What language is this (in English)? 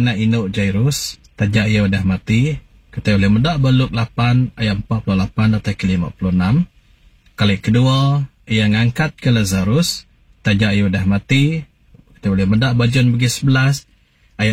Iban